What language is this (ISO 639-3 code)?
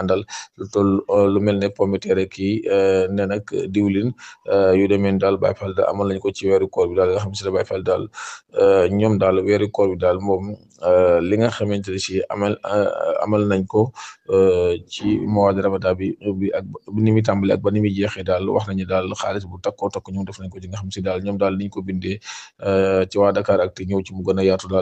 wol